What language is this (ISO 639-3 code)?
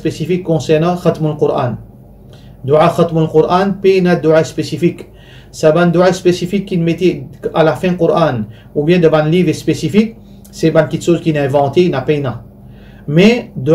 mfe